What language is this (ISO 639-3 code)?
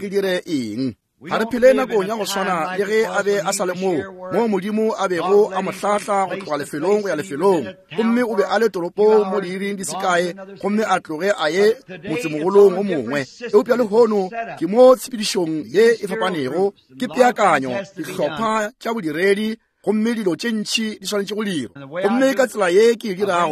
nso